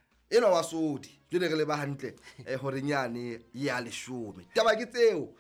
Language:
Southern Sotho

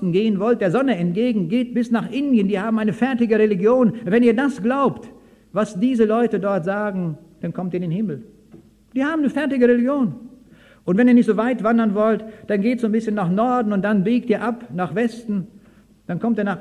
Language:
German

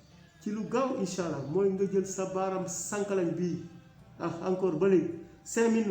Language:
Wolof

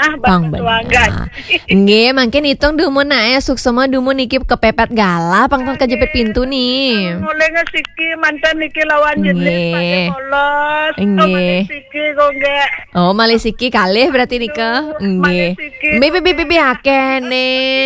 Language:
Balinese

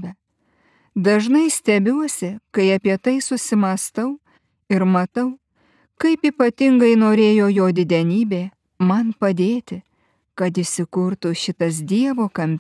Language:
Lithuanian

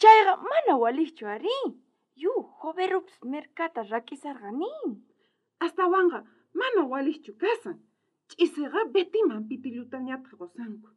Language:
South Bolivian Quechua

